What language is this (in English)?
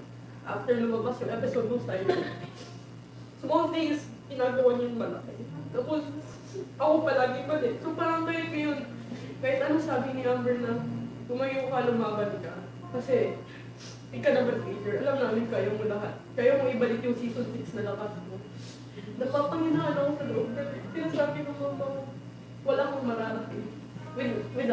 Filipino